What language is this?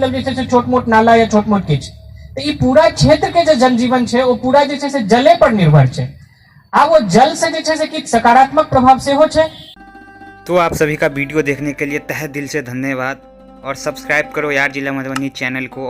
Maithili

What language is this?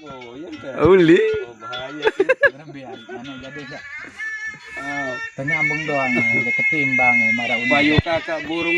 Sasak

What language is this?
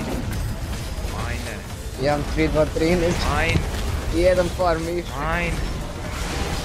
Croatian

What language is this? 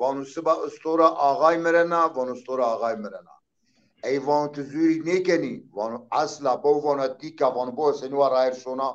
Zaza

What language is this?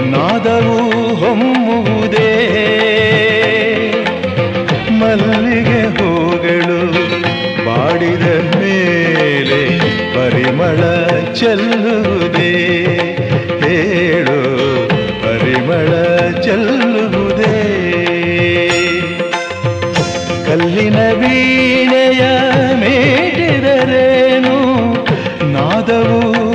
Kannada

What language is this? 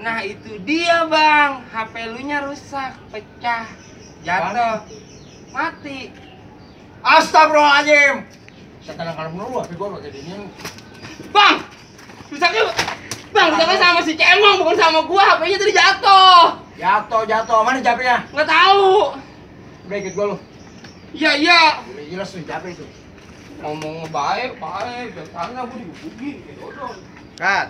Betawi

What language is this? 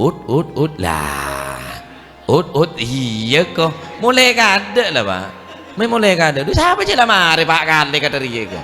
Madurese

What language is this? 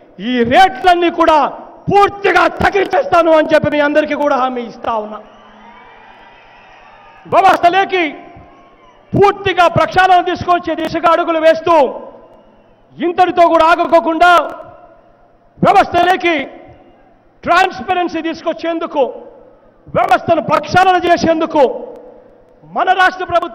Telugu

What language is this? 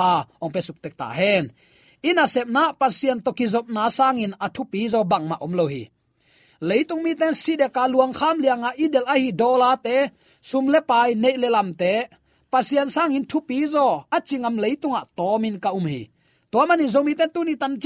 Tedim Chin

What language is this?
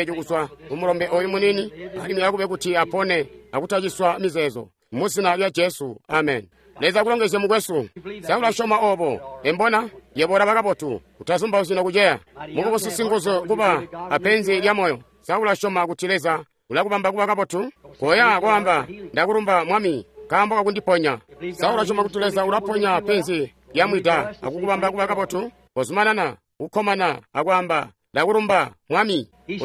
Tonga (Zambia)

